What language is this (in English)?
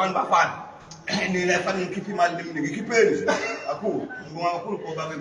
Zulu